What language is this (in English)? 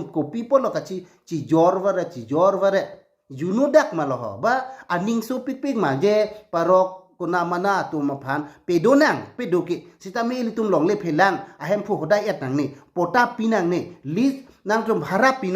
Karbi